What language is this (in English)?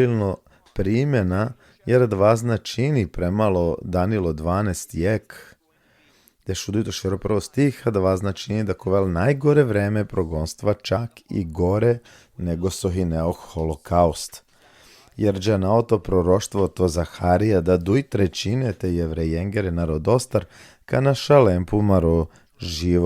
Balkan Romani